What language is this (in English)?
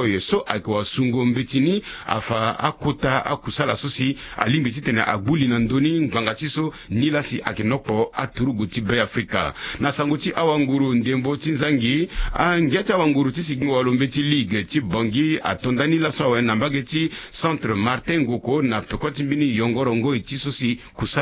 Sango